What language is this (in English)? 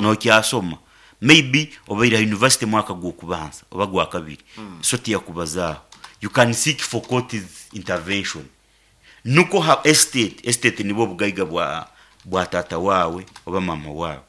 Nyankole